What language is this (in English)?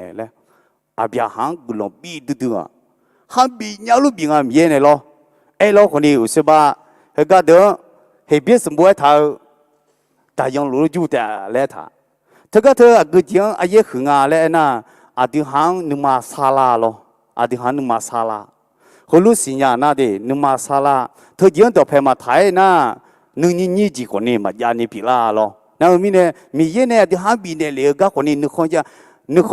Akha